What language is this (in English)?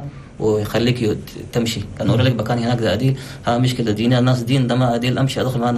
Chadian Arabic